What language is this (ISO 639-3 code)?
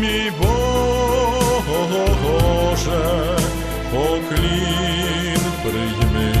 rue